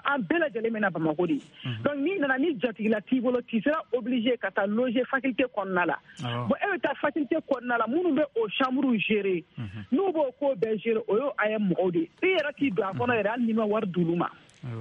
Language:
Bambara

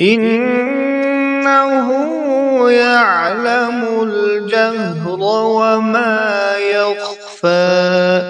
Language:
Kashmiri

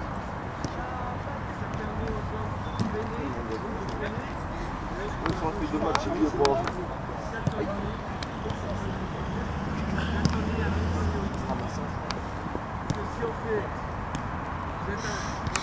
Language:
French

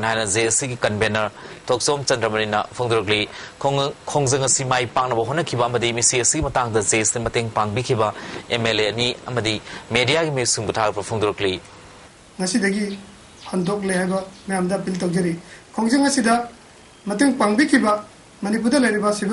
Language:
Manipuri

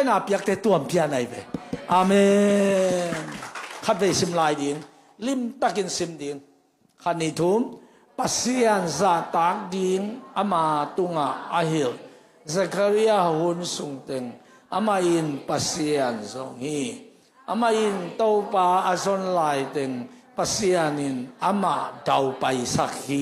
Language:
Tedim Chin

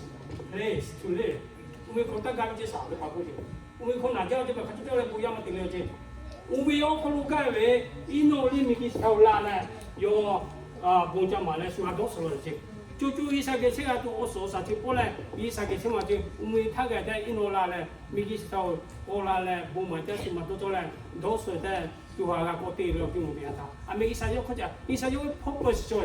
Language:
Lahu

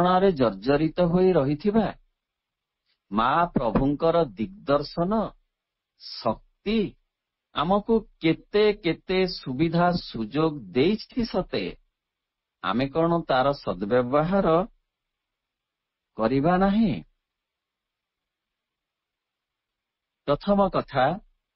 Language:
Odia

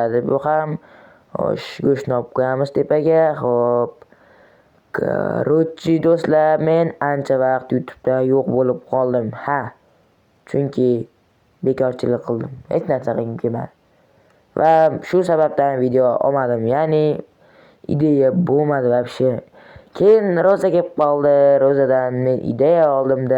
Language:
Uzbek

